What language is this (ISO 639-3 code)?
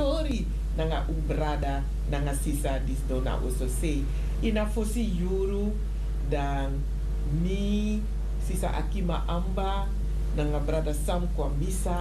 srn